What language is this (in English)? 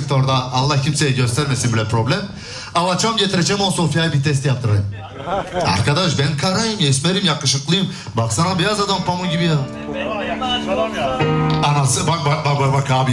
Turkish